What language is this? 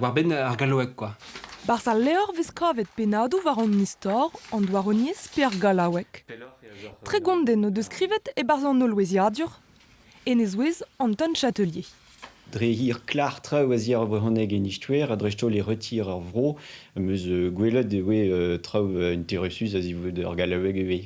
Breton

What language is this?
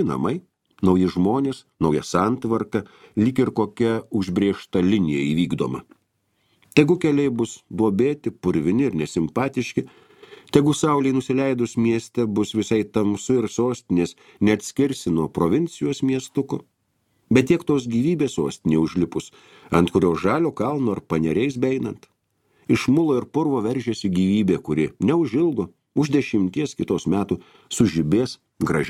Lithuanian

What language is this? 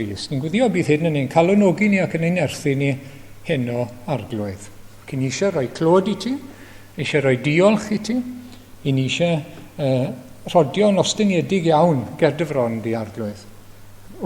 Welsh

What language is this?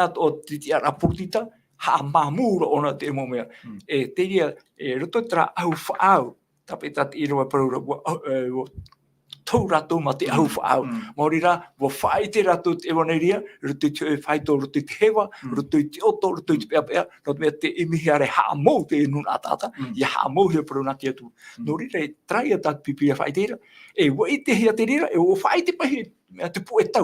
Tahitian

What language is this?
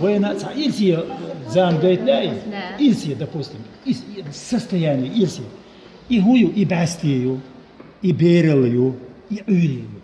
Chechen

